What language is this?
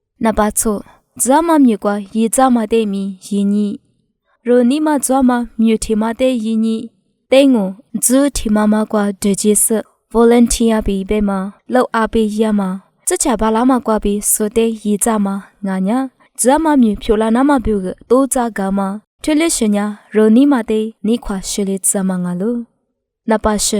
Lisu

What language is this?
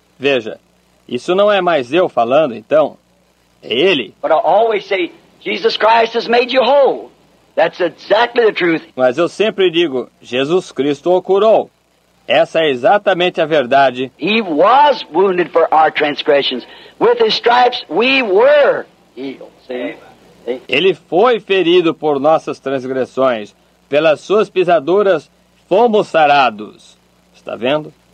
Portuguese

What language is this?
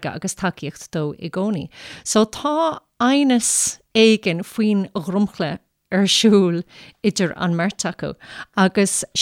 Irish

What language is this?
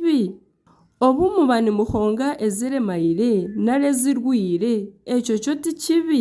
Nyankole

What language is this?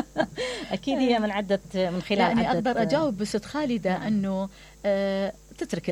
Mesopotamian Arabic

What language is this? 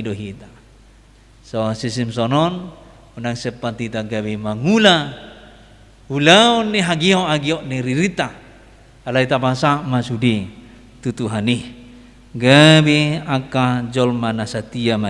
Batak Toba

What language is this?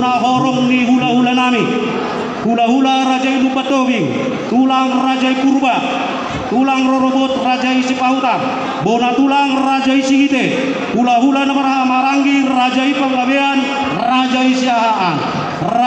Batak Toba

